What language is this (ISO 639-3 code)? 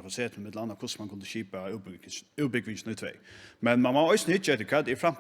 fao